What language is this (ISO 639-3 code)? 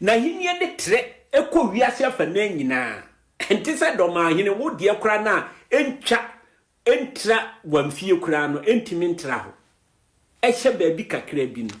aka